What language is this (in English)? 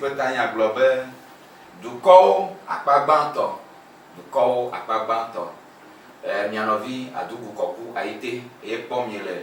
Ewe